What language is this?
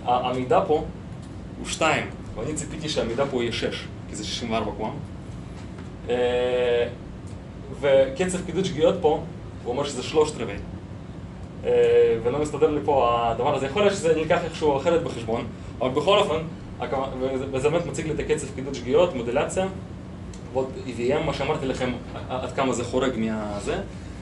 Hebrew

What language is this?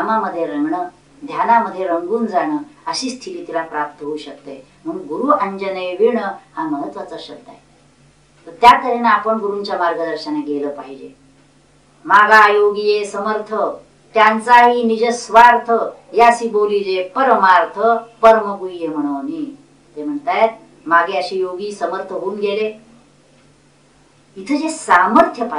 Marathi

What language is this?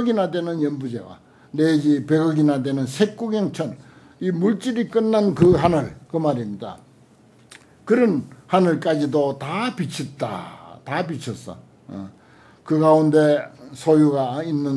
Korean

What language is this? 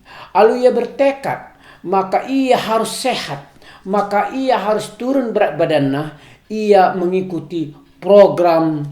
Batak Karo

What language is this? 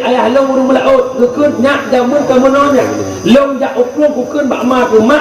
Achinese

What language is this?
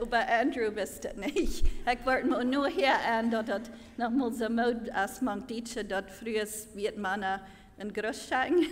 Plautdietsch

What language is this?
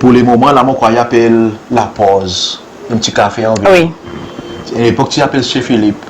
Seselwa Creole French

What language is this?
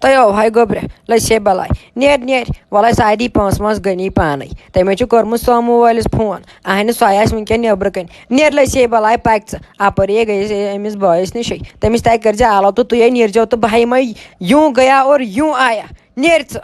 Kashmiri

